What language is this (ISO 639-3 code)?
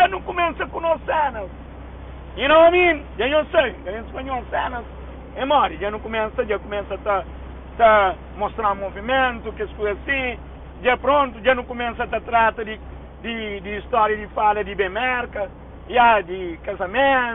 kea